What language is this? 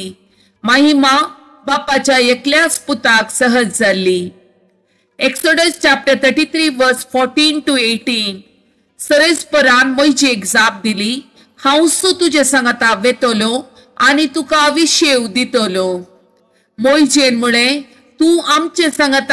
Konkani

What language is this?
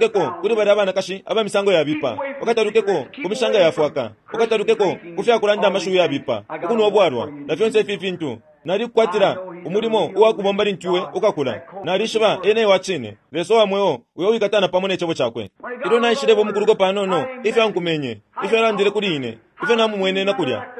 Bemba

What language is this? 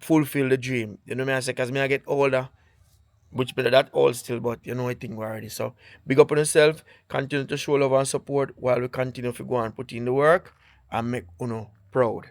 Jamaican Creole English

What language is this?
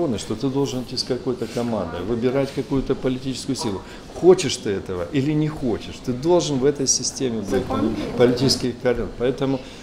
Russian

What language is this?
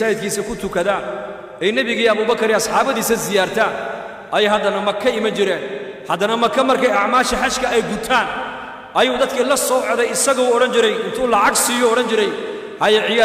Somali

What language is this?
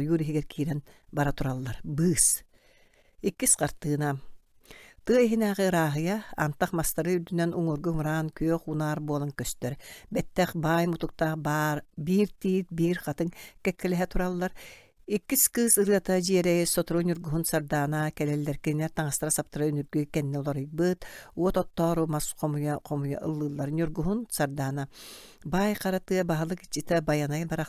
Yakut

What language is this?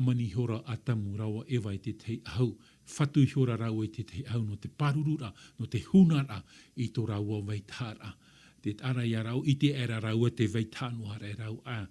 Tahitian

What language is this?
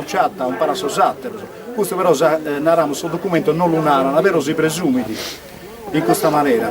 Sardinian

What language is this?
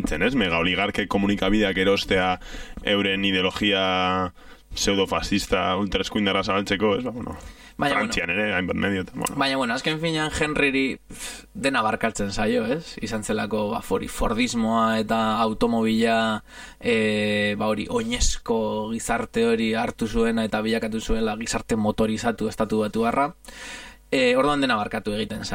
Basque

